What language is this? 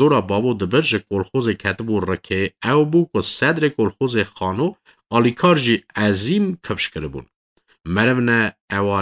Kurdish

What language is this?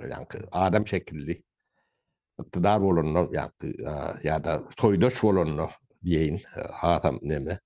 Turkmen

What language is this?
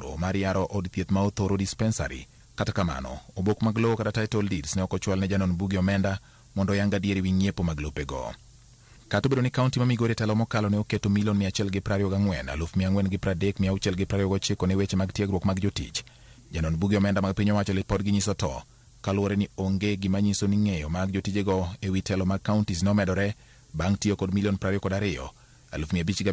Luo (Kenya and Tanzania)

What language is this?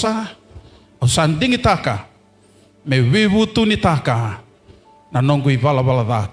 Fijian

